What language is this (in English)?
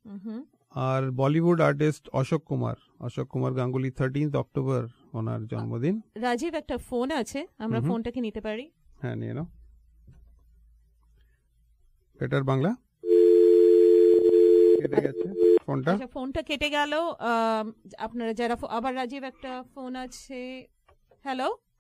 Bangla